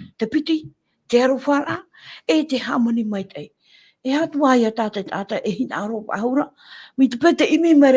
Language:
Tahitian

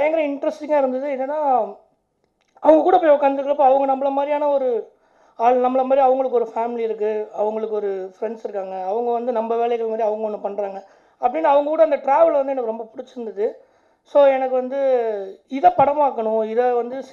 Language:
Tamil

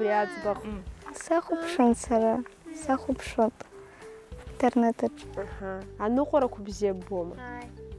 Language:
Abkhazian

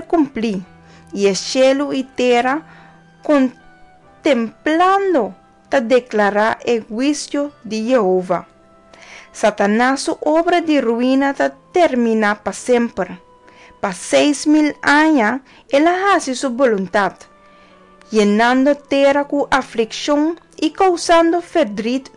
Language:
Papiamento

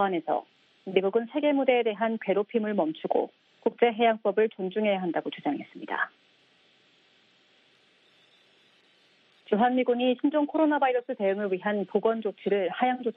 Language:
Korean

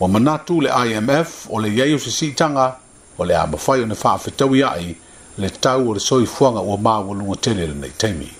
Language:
Samoan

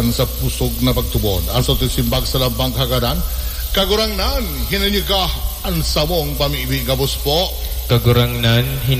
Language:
Bikol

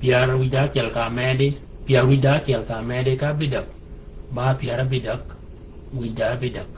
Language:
Shilluk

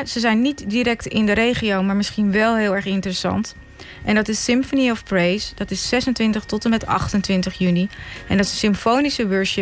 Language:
Dutch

